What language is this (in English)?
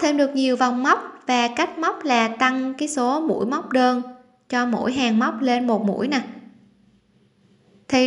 Vietnamese